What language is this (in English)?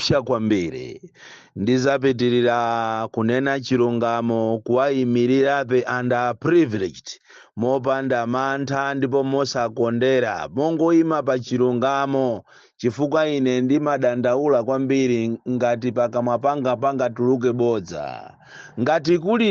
Nyanja